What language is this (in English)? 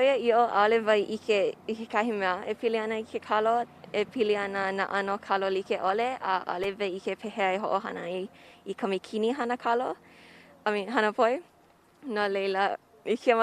Hawaiian